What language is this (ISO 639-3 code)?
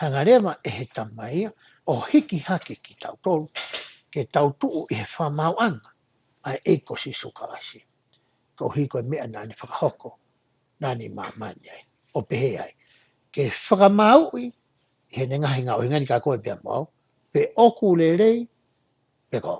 ton